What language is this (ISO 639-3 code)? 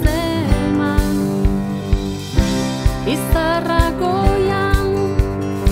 eus